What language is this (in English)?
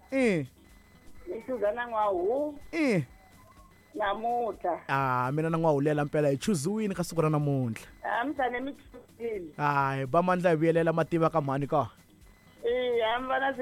Tsonga